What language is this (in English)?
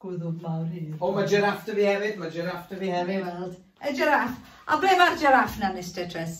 Welsh